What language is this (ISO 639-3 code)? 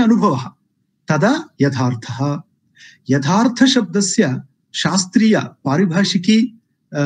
san